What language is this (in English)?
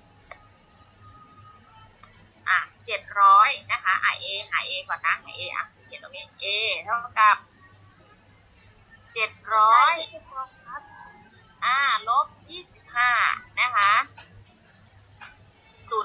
Thai